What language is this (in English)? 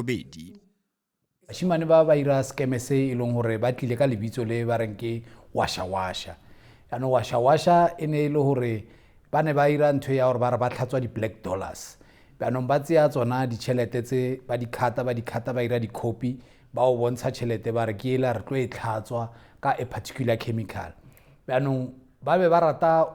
Tswana